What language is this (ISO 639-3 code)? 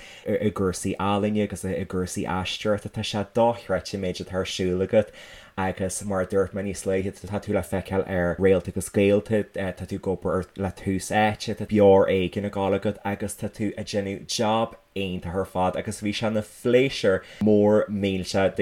gle